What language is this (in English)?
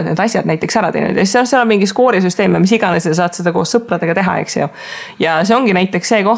Estonian